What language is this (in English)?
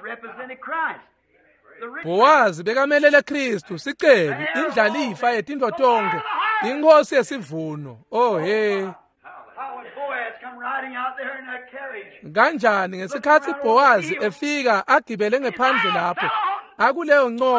Swati